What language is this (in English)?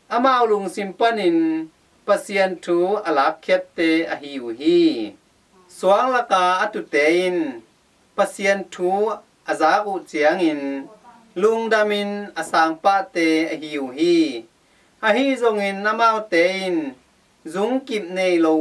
Tedim Chin